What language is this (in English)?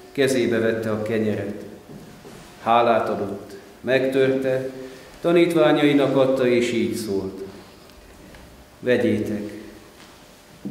Hungarian